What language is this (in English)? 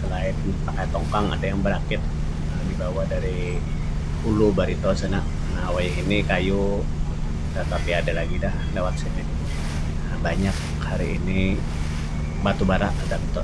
Banjar